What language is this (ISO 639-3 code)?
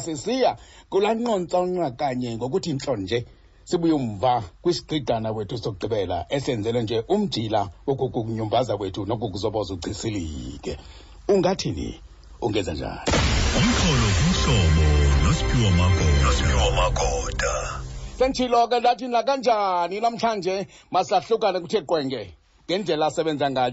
xho